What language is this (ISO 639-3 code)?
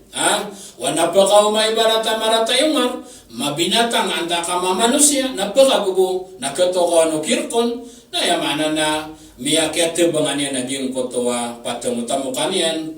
mrw